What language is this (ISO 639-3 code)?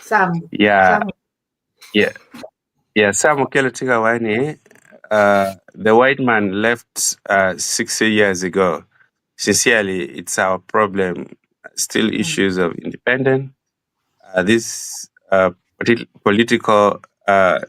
ach